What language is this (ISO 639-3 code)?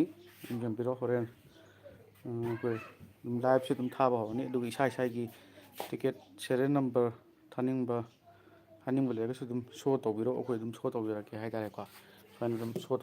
mni